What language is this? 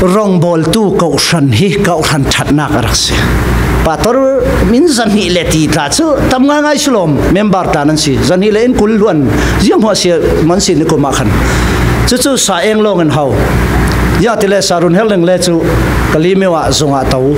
Falam Chin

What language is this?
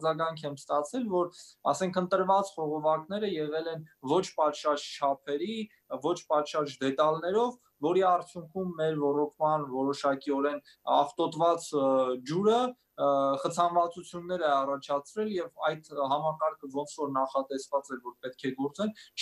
Armenian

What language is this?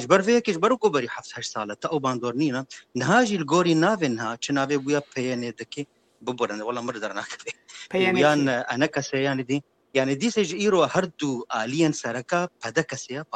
Kurdish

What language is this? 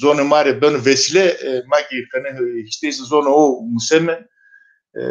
Zaza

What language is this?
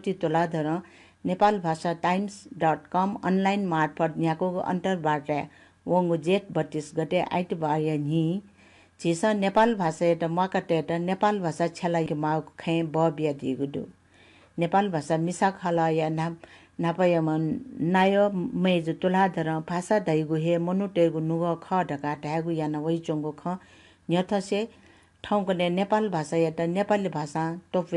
Newari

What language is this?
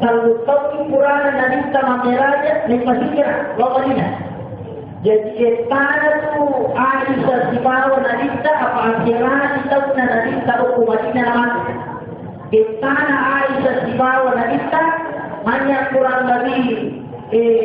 Buginese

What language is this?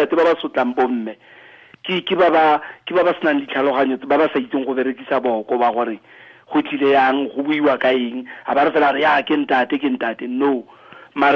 Tswana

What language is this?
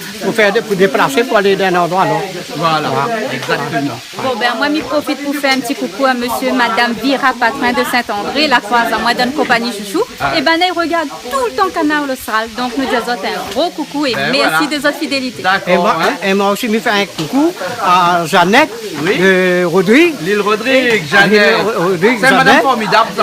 Réunion Creole French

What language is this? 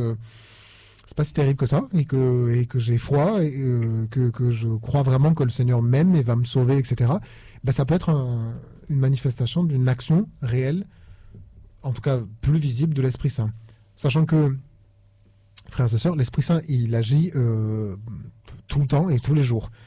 French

